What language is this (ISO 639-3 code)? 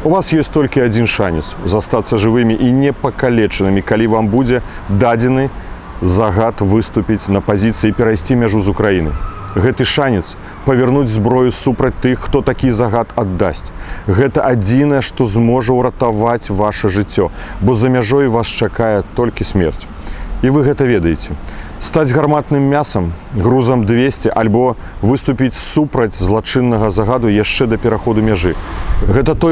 bel